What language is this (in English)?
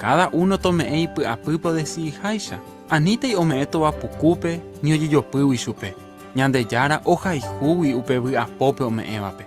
Guarani